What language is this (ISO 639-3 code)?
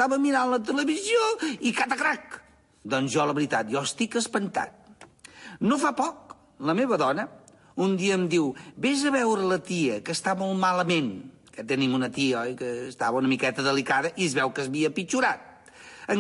cat